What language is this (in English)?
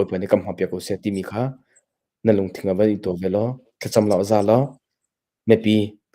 Hakha Chin